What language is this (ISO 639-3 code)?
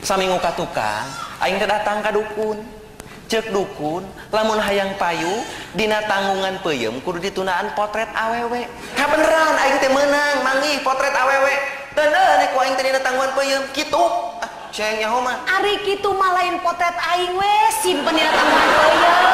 sun